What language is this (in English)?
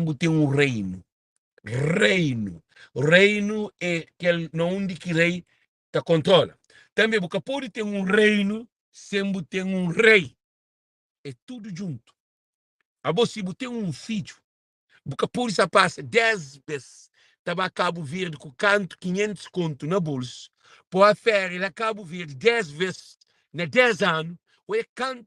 Kabuverdianu